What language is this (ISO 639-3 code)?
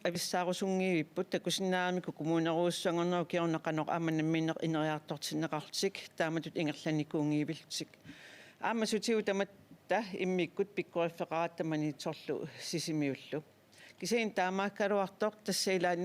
kal